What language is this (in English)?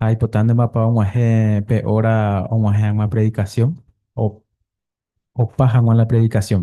Guarani